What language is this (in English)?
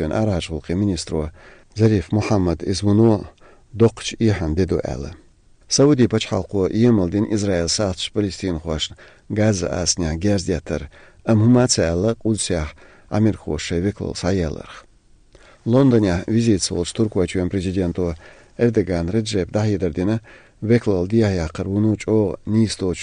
Chechen